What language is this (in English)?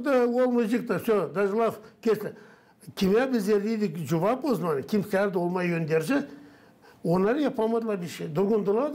Gagauz